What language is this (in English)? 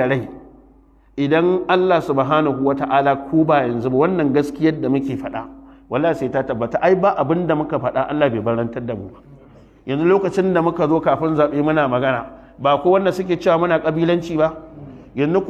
Hausa